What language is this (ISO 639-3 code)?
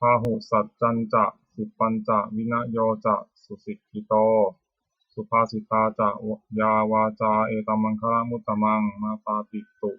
pli